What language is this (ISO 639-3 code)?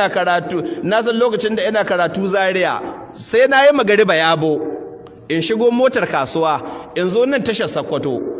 hau